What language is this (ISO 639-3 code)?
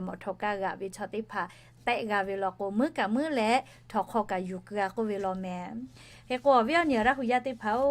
lhu